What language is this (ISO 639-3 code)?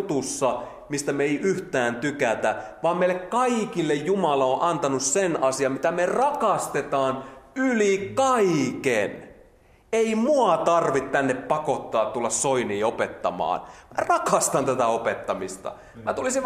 fin